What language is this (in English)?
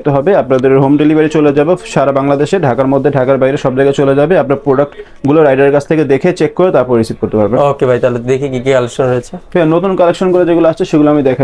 Bangla